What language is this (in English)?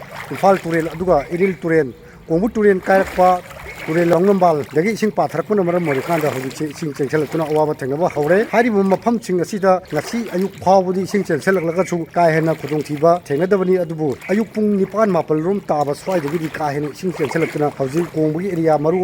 Manipuri